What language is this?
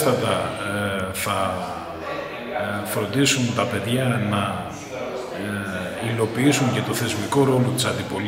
Greek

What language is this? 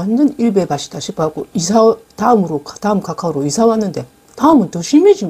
Korean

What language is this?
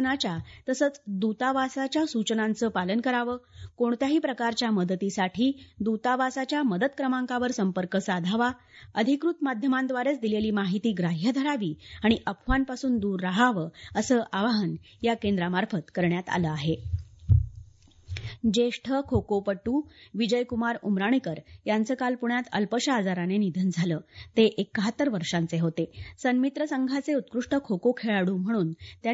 Marathi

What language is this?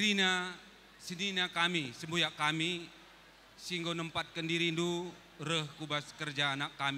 Batak Karo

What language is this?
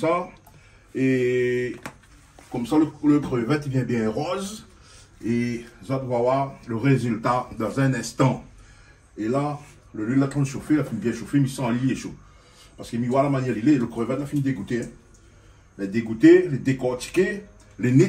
Réunion Creole French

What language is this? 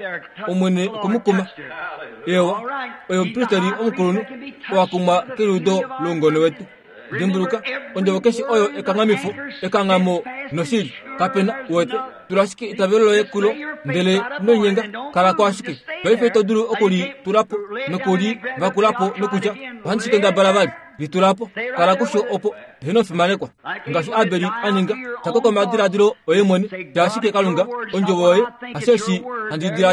Kuanyama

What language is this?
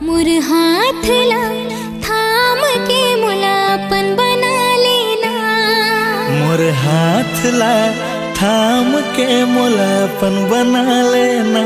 Chhattisgarhi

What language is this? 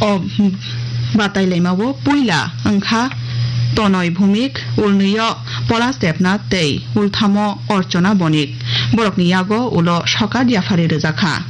Kok Borok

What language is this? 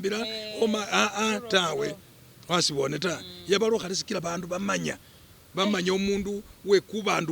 Masaaba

